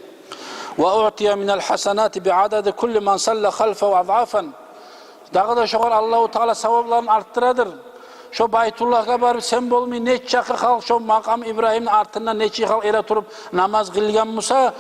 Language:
Kumyk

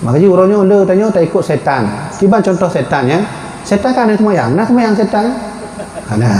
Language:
Achinese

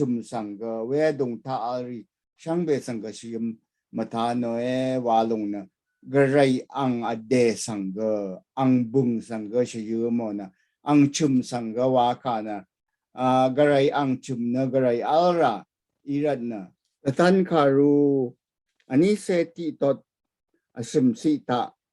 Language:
Rawang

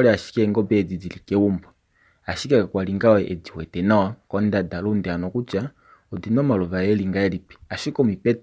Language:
Kuanyama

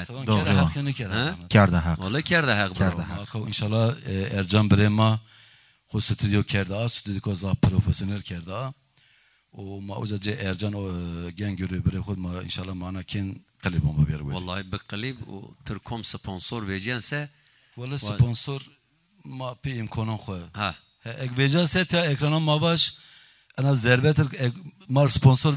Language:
Zaza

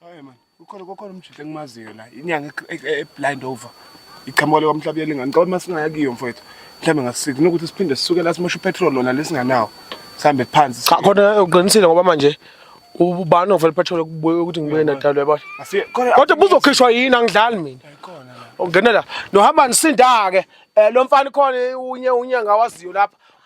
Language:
Zulu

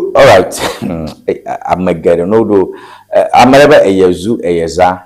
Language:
Ewe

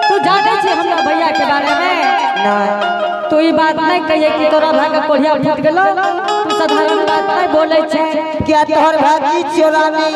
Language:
Angika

